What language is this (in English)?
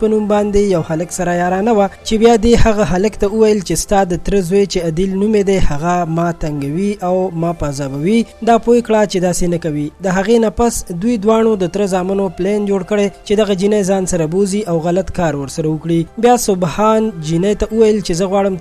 Pashto